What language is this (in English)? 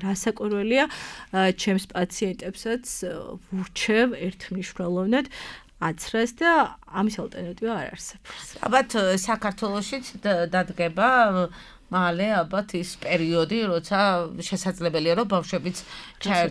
Georgian